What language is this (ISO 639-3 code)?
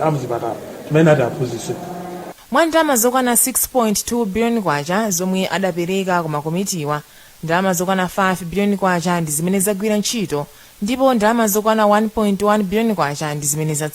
nya